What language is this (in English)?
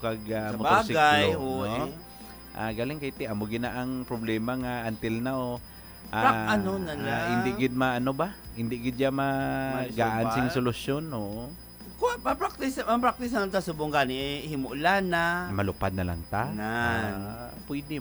Hiligaynon